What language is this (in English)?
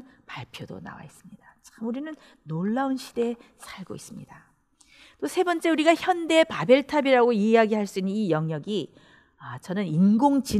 Korean